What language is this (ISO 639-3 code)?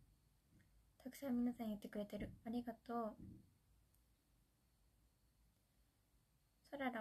jpn